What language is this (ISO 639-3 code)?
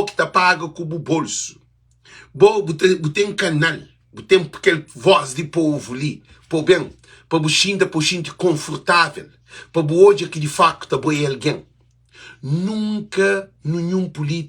kea